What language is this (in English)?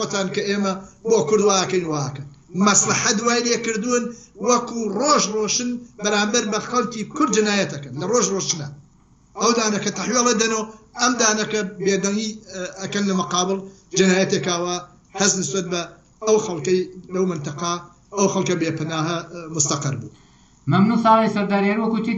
Central Kurdish